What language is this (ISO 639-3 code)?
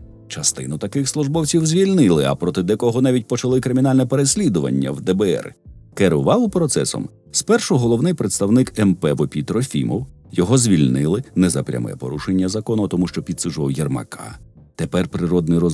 ukr